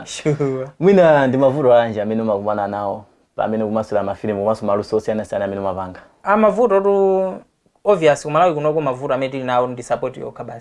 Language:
Nyanja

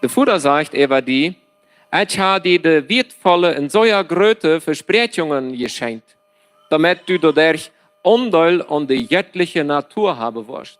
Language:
Plautdietsch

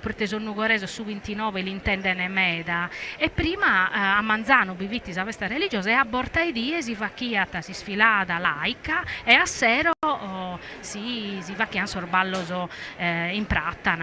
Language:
Sardinian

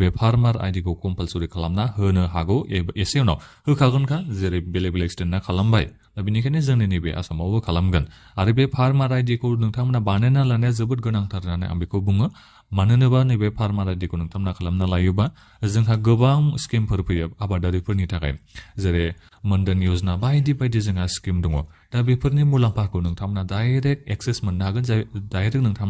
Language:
Bodo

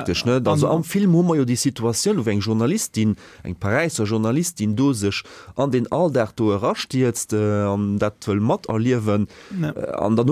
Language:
Luxembourgish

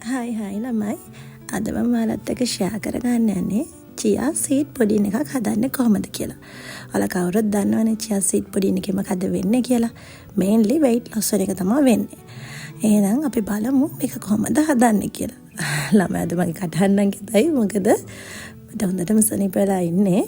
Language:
Sinhala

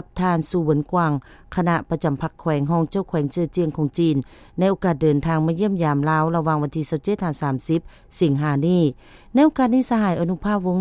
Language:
Lao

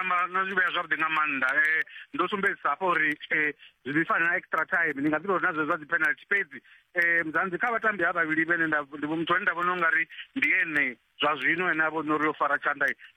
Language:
Venda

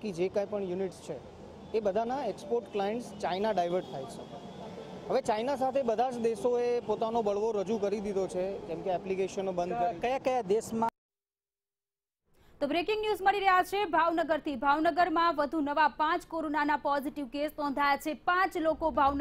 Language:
Gujarati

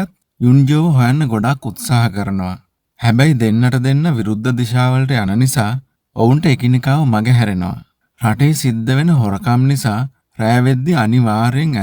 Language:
Sinhala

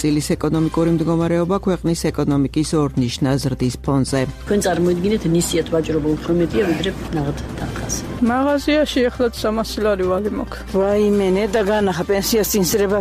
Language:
Georgian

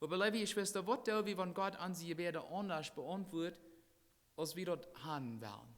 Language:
Plautdietsch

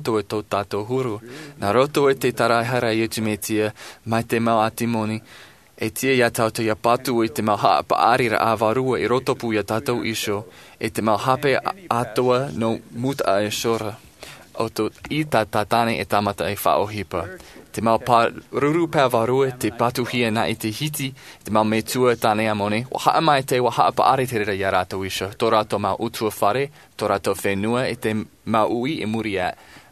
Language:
Tahitian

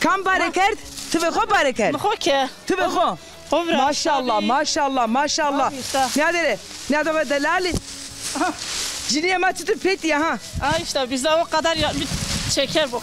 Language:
Zaza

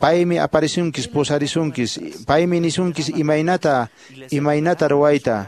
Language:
Quechua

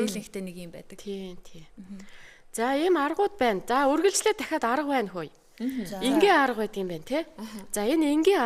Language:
Mongolian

